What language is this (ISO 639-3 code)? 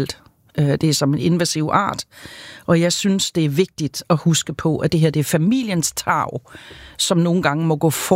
dan